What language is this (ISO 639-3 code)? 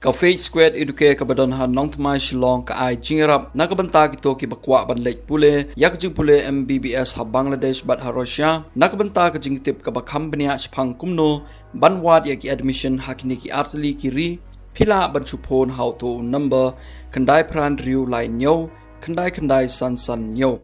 kha